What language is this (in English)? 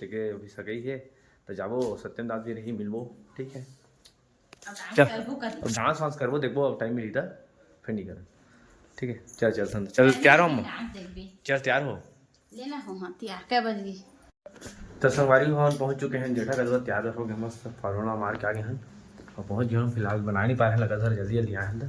Chhattisgarhi